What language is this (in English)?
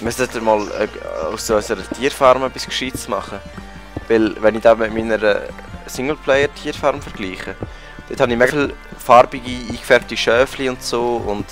Swiss German